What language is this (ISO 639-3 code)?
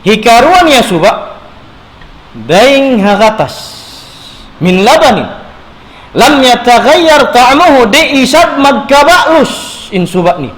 tsg